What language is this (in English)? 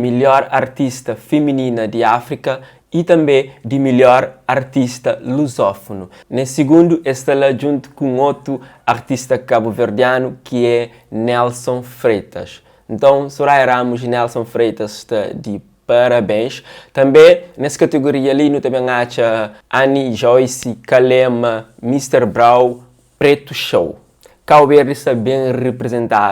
Kabuverdianu